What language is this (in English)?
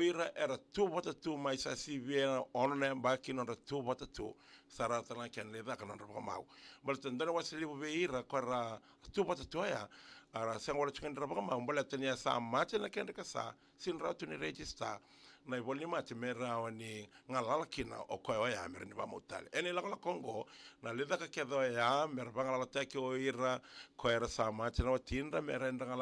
Fijian